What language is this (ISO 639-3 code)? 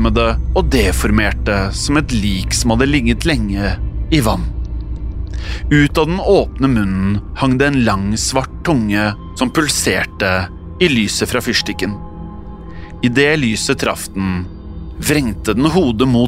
nor